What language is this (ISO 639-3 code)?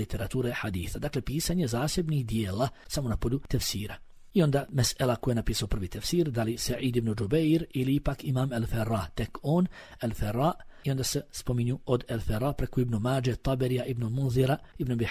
bos